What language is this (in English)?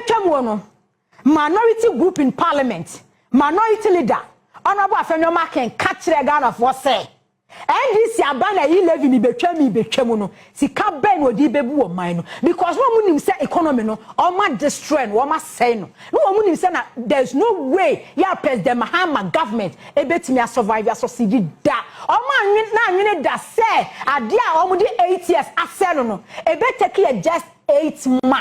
Akan